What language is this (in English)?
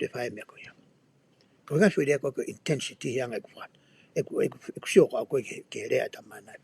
Tongan